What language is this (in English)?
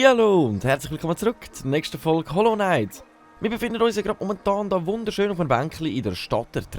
Swiss German